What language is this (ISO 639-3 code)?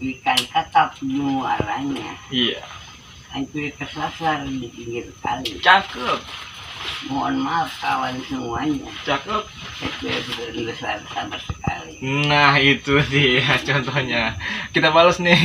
bew